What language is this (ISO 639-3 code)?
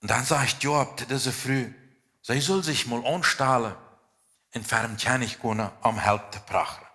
pdt